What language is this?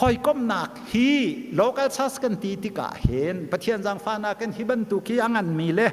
Hakha Chin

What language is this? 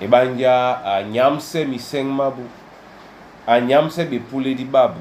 Duala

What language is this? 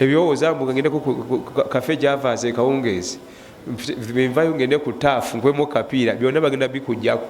Ganda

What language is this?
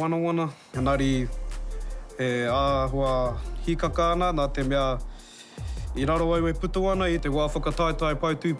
Māori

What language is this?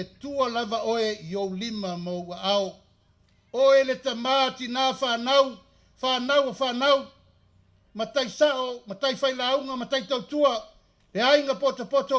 Samoan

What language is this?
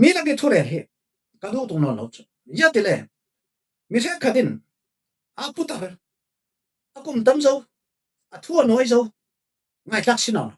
Falam Chin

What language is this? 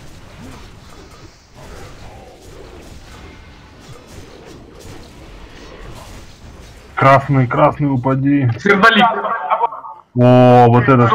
Russian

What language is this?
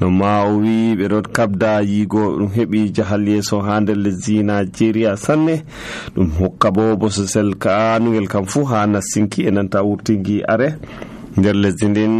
Nigerian Fulfulde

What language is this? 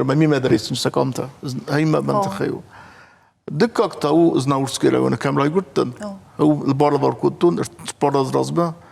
Ossetic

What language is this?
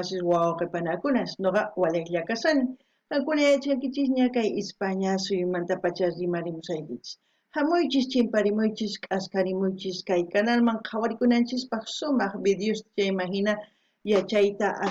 South Bolivian Quechua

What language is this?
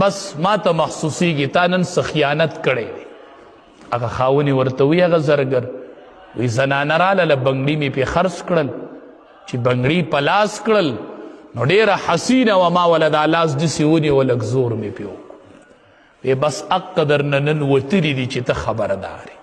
Pashto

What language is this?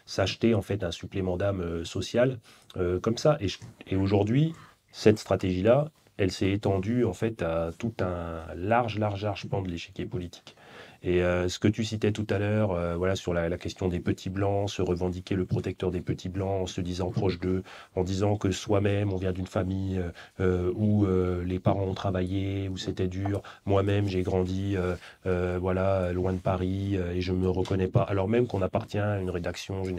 French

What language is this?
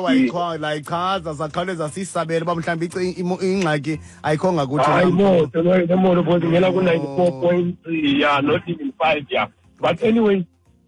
Xhosa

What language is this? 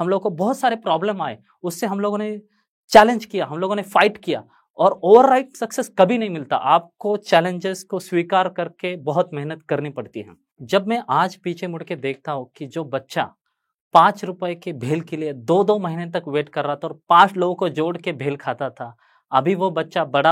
Hindi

